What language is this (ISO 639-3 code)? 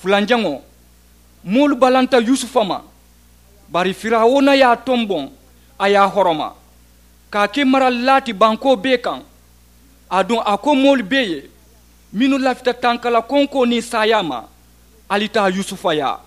man